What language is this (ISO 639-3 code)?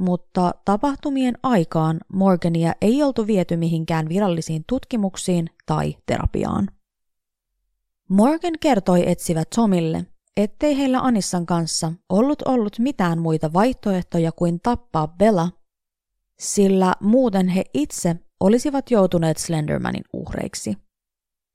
fin